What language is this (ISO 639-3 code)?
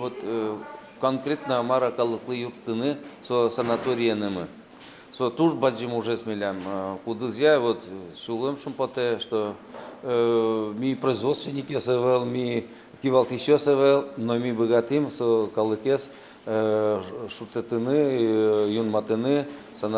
udm